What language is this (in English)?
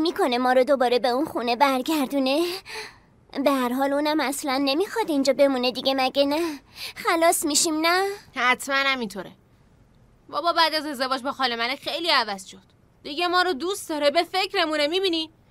Persian